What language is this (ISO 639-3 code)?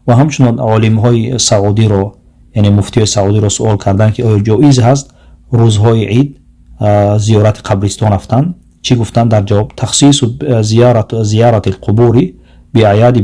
tgk